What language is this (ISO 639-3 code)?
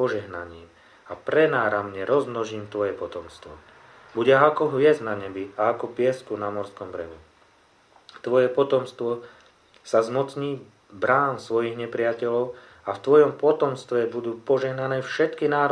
slk